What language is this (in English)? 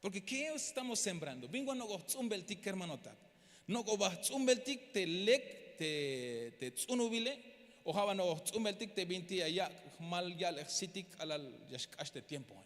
Tzeltal